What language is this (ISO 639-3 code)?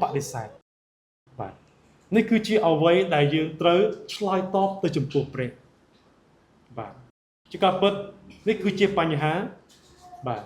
khm